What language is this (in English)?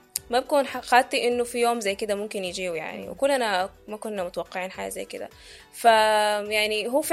Sudanese Arabic